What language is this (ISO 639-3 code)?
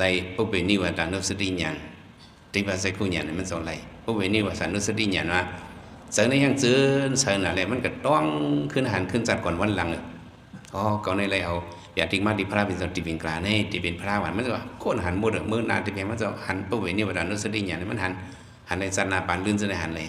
shn